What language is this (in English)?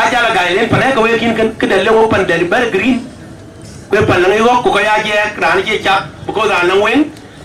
Dinka